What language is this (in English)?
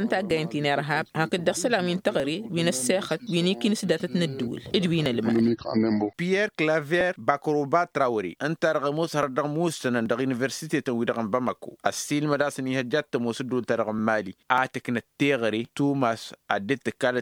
Tamasheq